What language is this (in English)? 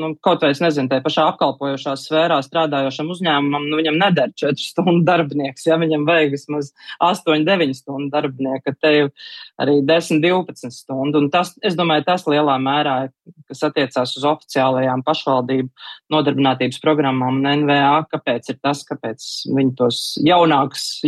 Latvian